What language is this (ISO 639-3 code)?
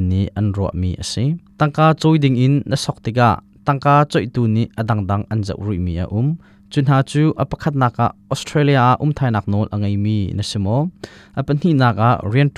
cnh